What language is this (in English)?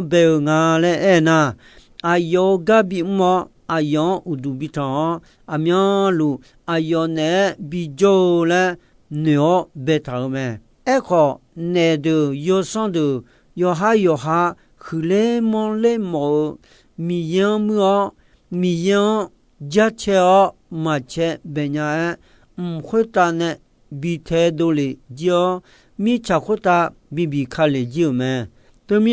Akha